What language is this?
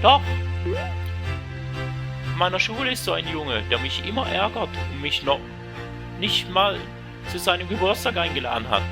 Swiss German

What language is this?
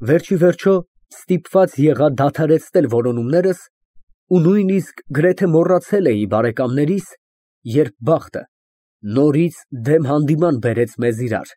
Armenian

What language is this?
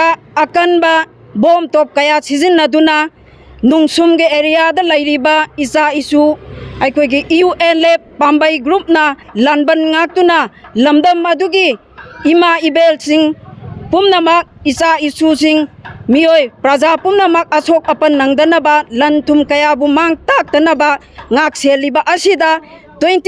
Manipuri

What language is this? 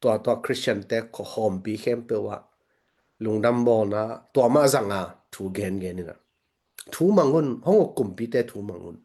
Tedim Chin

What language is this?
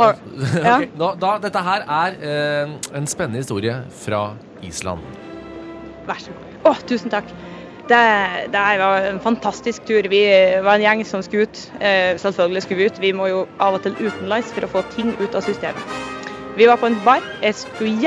Norwegian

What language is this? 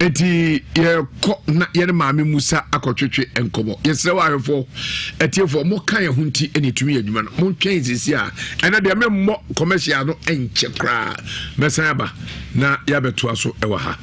Akan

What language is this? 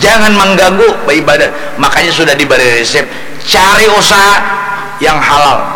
Banjar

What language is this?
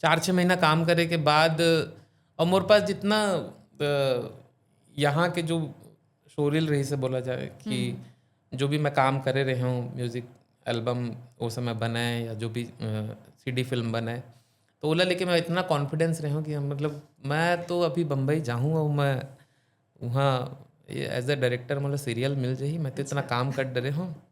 Chhattisgarhi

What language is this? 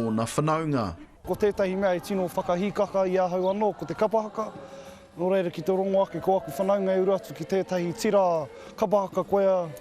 Māori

